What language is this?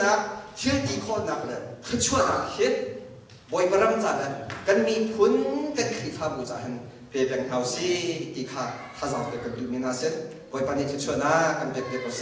Hakha Chin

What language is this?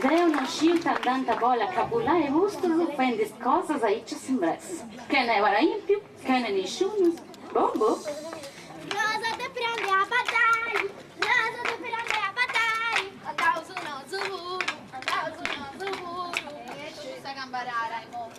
Sardinian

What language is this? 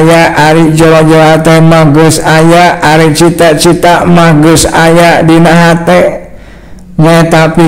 Sundanese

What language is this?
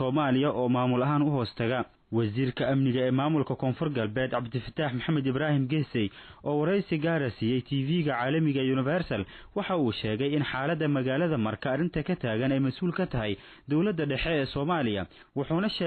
Somali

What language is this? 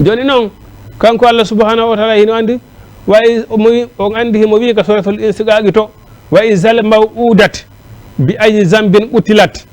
Fula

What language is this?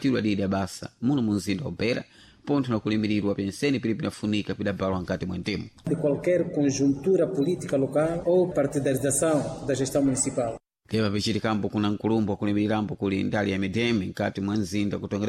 Sena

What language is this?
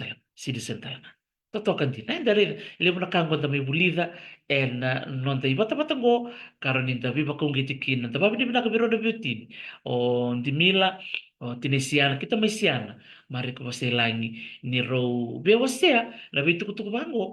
Fijian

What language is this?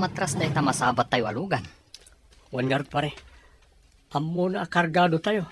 Iloko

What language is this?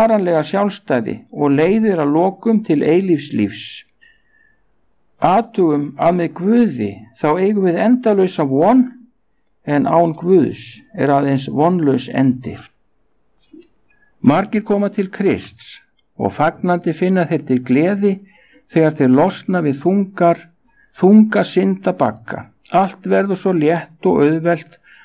Icelandic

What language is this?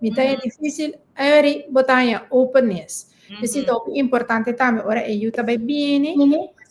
Papiamento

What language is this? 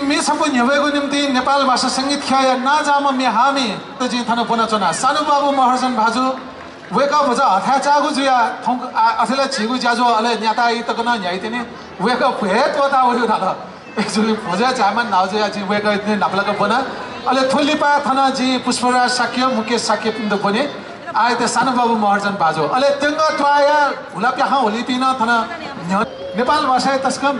Newari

